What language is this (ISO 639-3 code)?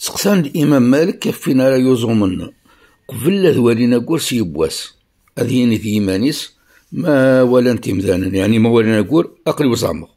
kab